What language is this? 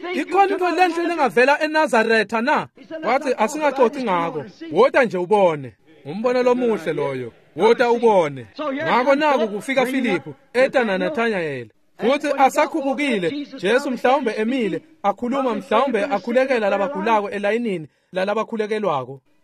Swati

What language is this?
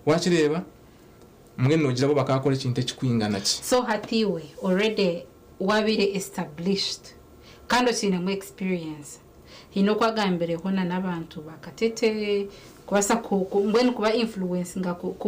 Nyankole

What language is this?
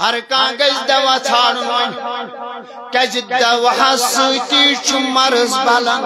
Kashmiri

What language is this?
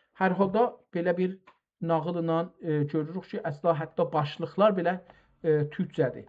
South Azerbaijani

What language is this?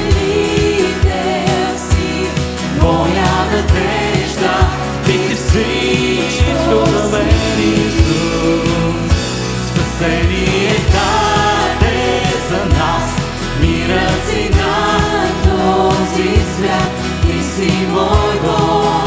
Bulgarian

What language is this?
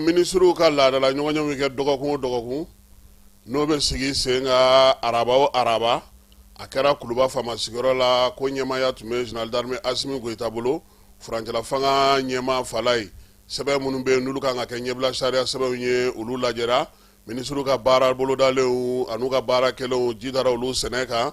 Bambara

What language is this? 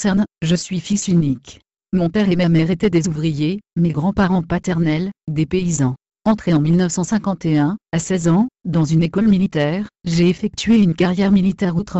French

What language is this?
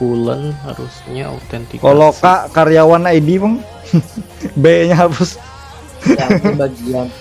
Banjar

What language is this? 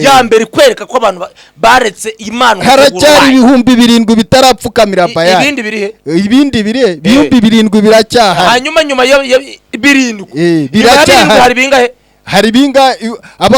Kinyarwanda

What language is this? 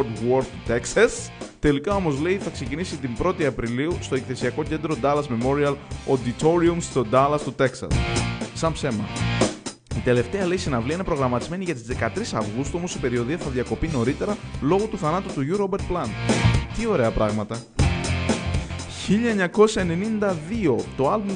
Greek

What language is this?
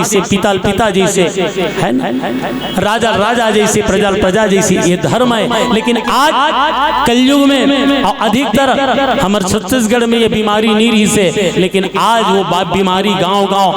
Chhattisgarhi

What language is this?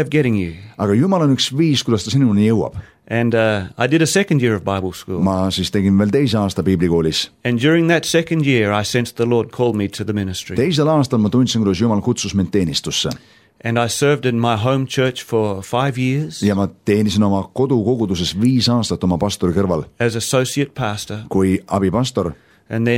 Estonian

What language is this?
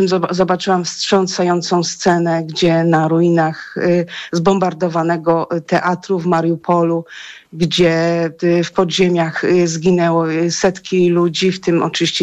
Polish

